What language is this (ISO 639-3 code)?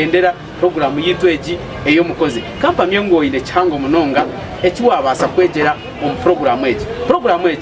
nyn